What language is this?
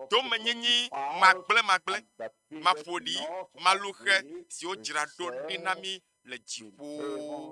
Ewe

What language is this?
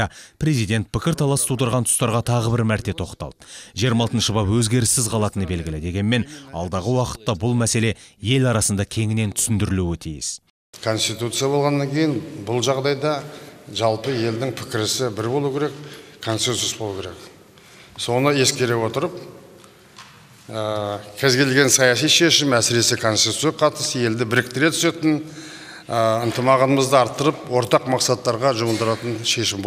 Kazakh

